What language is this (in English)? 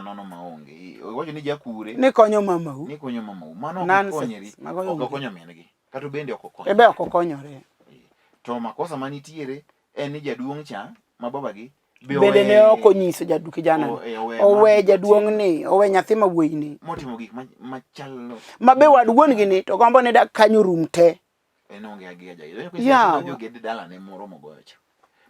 Luo (Kenya and Tanzania)